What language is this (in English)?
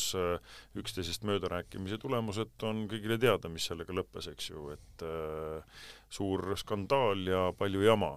Estonian